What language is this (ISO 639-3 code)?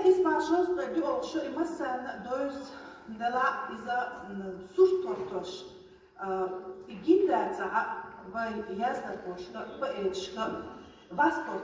che